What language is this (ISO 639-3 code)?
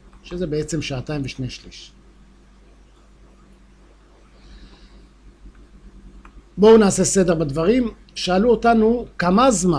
heb